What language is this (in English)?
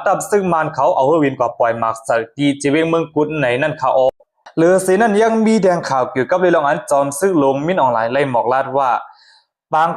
Shan